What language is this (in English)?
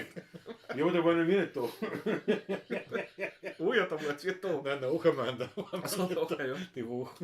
Bavarian